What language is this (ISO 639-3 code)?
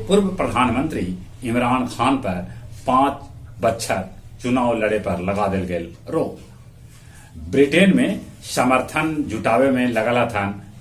mag